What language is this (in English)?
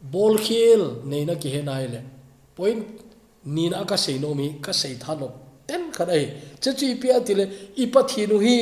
Thado Chin